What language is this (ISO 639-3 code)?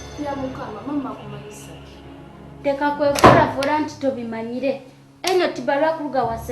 nyo